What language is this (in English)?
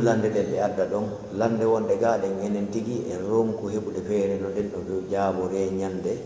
Fula